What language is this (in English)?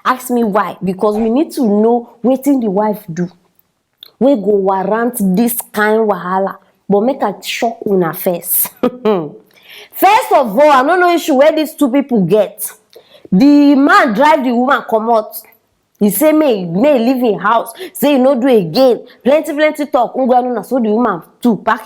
Nigerian Pidgin